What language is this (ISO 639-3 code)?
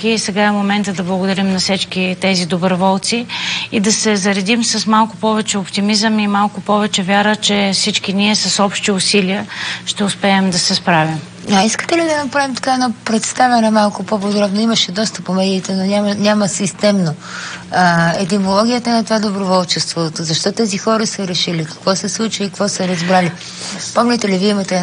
bul